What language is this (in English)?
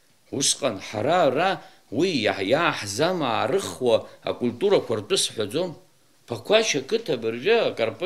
Abkhazian